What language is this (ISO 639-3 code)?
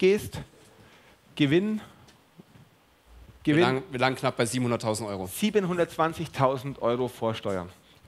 deu